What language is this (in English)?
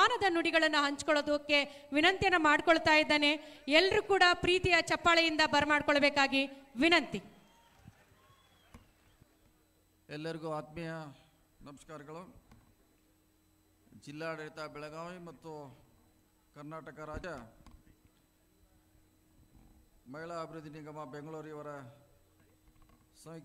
Kannada